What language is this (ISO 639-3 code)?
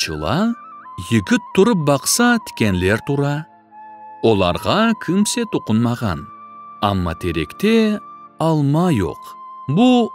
crh